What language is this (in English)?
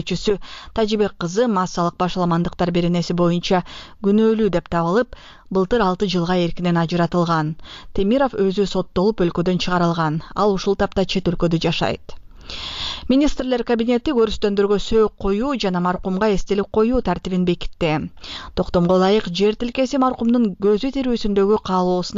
Kyrgyz